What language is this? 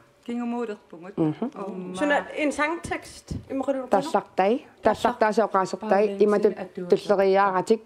Kalaallisut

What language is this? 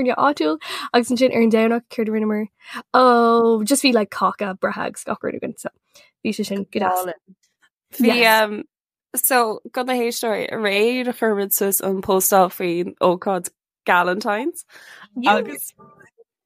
Irish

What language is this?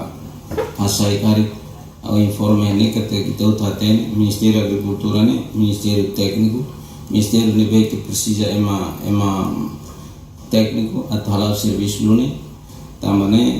Tetum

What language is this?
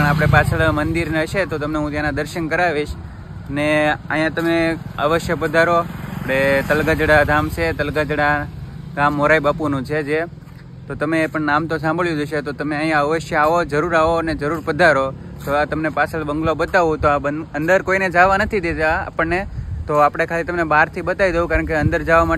Gujarati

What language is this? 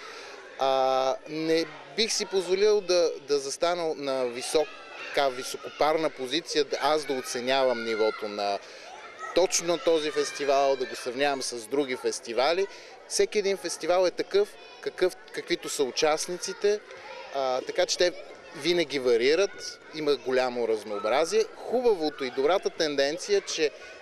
Bulgarian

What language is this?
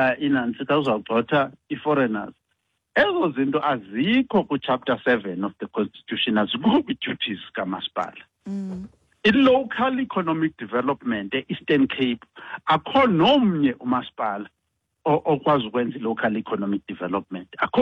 Xhosa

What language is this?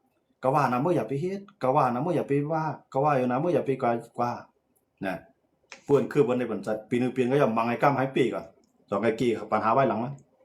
Shan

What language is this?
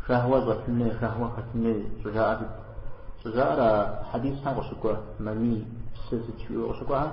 Kabardian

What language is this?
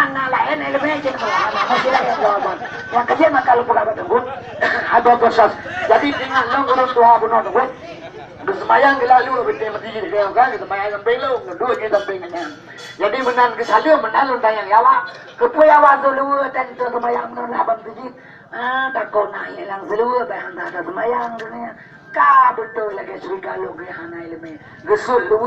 Achinese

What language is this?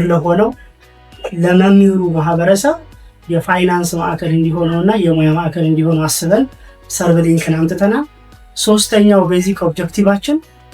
Amharic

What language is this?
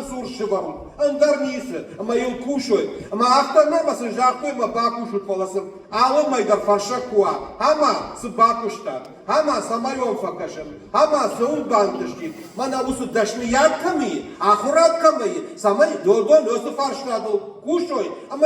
Ossetic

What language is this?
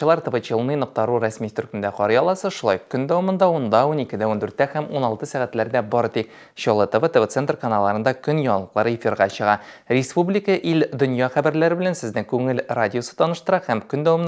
Tatar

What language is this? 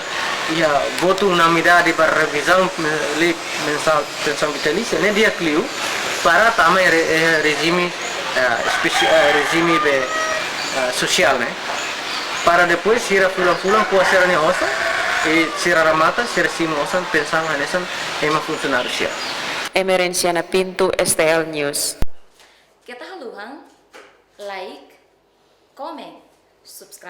Tetum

